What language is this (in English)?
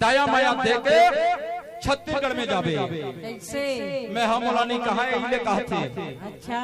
Chhattisgarhi